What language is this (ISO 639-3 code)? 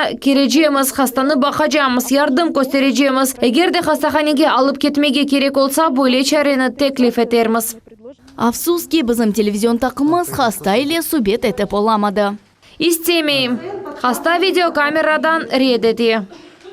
crh